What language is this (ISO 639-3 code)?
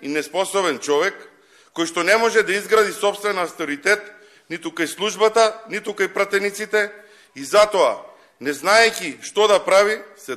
mkd